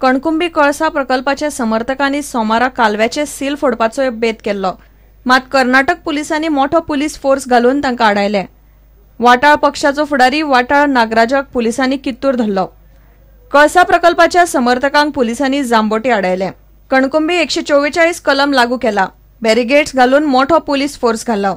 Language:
Konkani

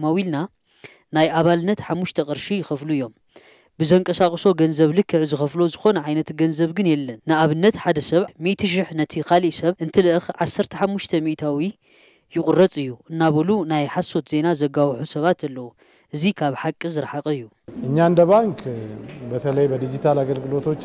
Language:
Tigrinya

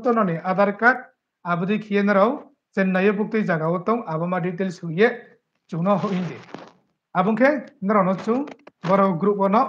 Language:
Riang (India)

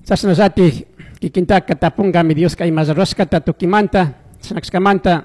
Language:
Chimborazo Highland Quichua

